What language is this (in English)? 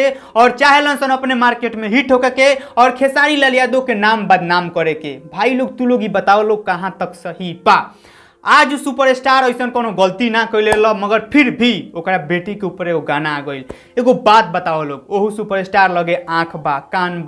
Bhojpuri